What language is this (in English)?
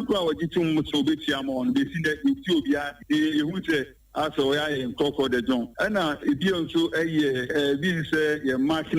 Akan